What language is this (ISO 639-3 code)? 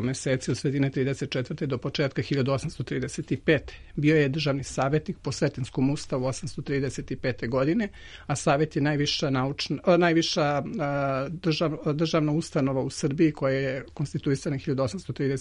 srp